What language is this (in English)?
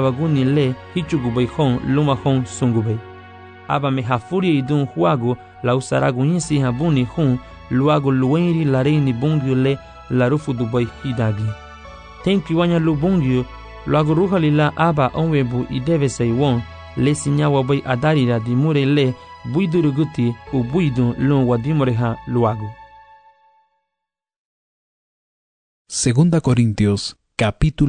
Garifuna